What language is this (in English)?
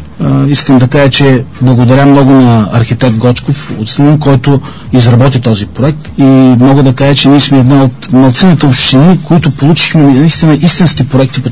Bulgarian